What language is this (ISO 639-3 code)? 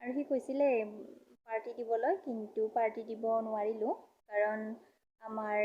asm